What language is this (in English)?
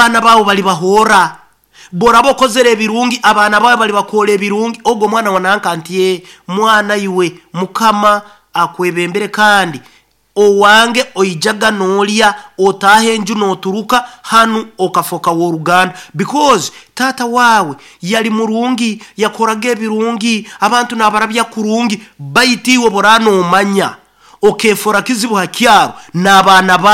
Nyoro